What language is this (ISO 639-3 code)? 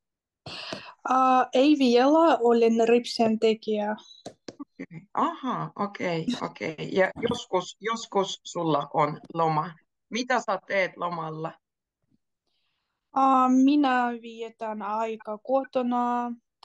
fin